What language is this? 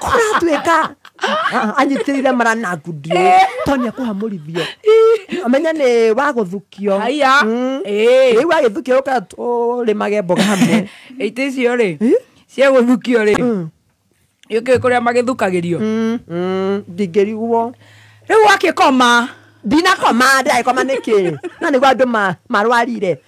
Kikuyu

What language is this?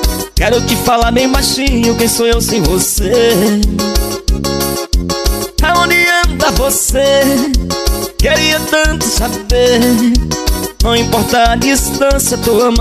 Portuguese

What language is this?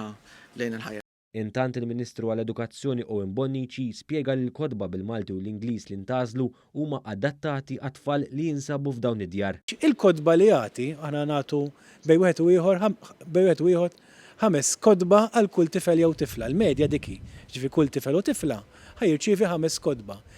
Maltese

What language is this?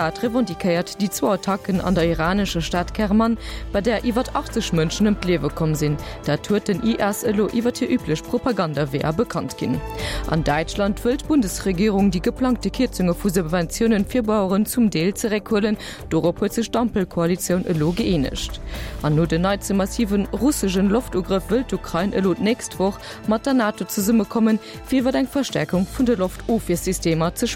Luxembourgish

